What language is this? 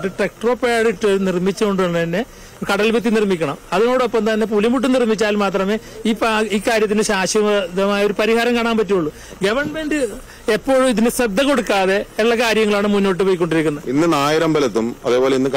Malayalam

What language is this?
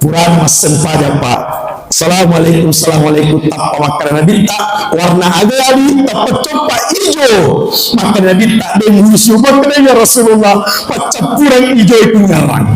Buginese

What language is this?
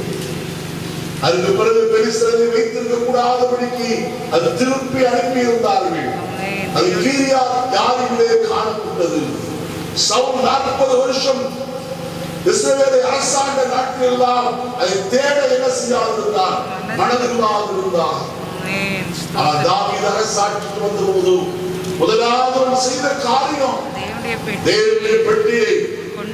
Tamil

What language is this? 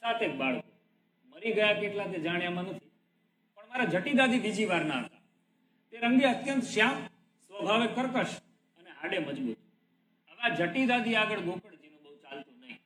Gujarati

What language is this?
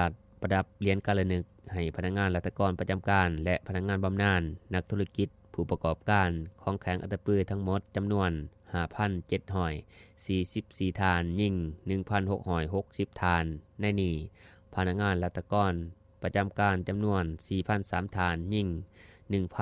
Lao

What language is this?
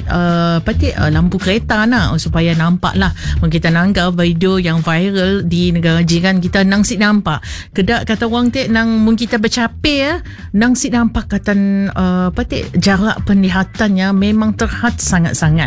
Malay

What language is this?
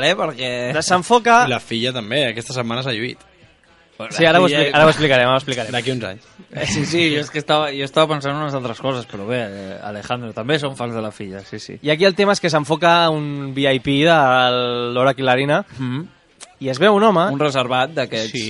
Catalan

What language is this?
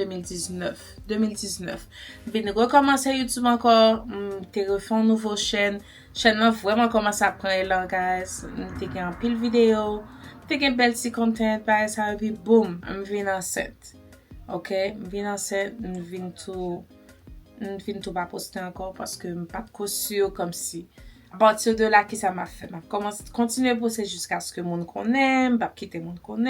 Haitian Creole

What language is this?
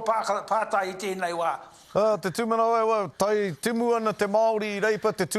Māori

